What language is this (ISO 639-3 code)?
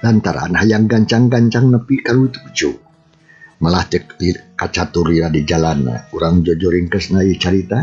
sun